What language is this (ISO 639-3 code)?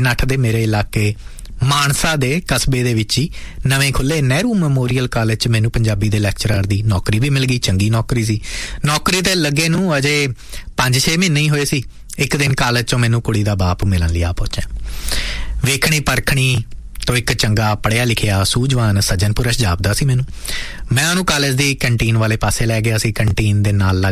pan